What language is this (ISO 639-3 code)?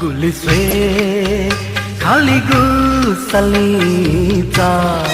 new